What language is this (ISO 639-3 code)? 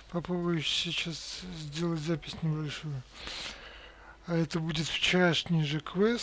rus